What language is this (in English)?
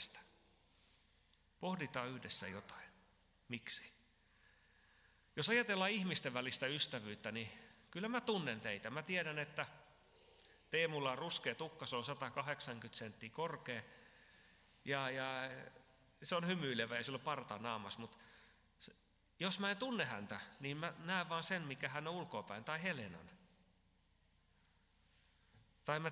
Finnish